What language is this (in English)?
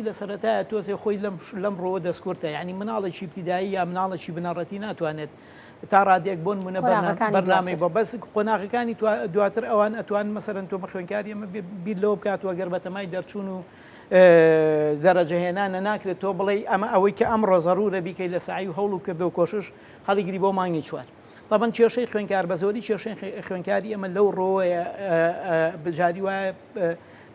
Central Kurdish